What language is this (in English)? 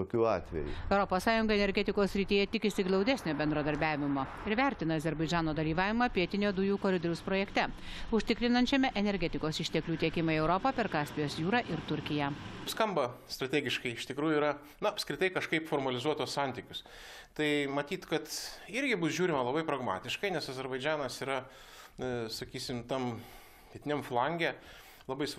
Lithuanian